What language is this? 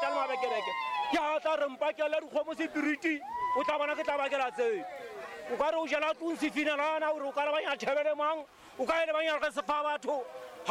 Southern Sotho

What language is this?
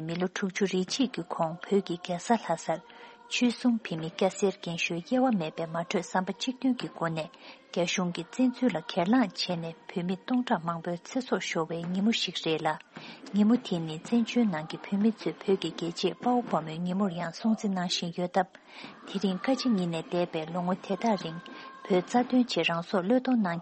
Tibetan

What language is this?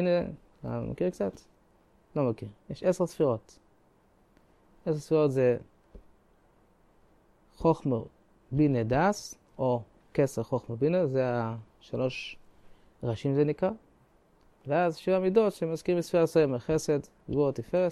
Hebrew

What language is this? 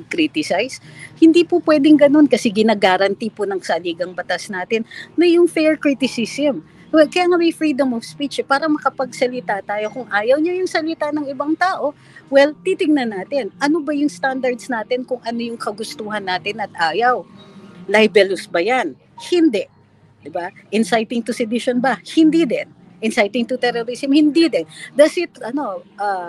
Filipino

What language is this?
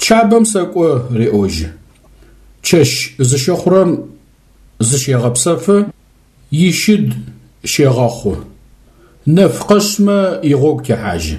Adyghe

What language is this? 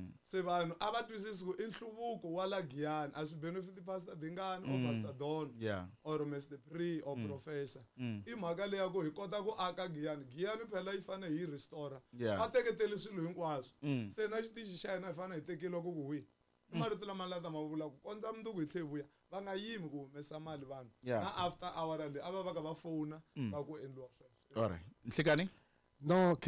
Tsonga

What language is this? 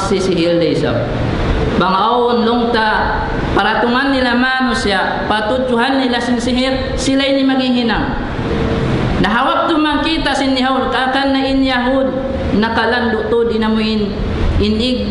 Tausug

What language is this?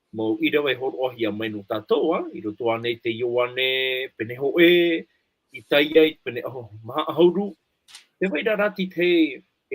Tahitian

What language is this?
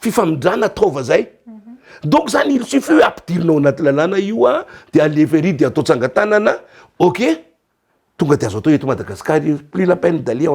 Malagasy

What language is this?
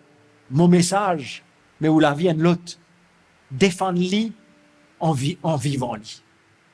Morisyen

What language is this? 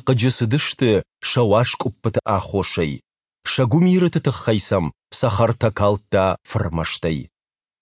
Ossetic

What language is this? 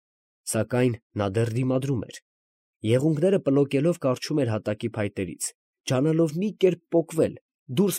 Armenian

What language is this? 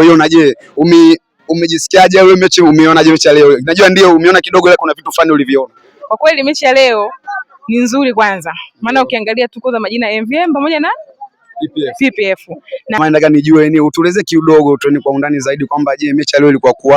Swahili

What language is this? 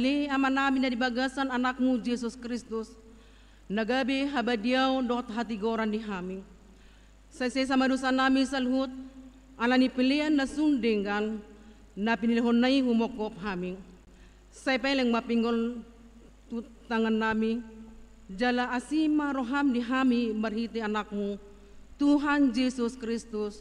Batak Toba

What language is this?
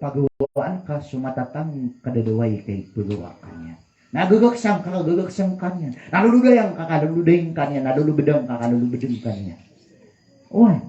Maranao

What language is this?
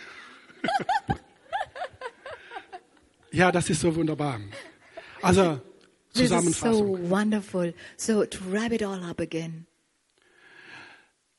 German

